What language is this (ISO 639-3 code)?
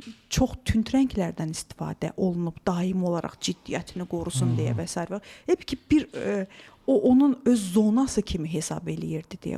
aze